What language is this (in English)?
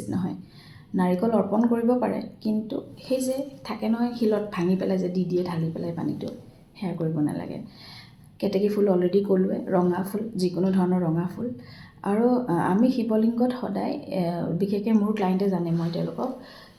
Assamese